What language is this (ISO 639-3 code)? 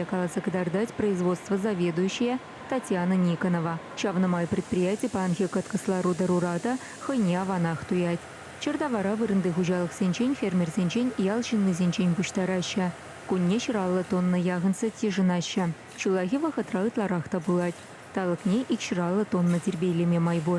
chv